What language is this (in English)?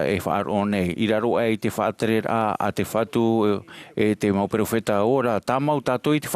Tahitian